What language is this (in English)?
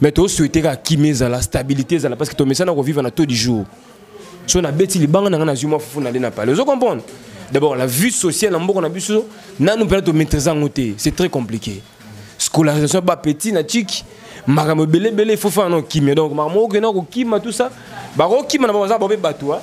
Lingala